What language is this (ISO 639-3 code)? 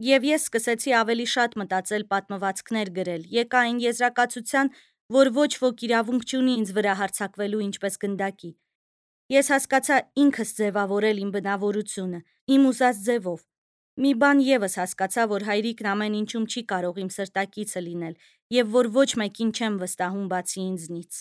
hye